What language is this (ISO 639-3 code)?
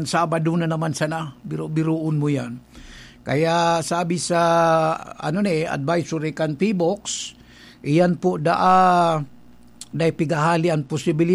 bik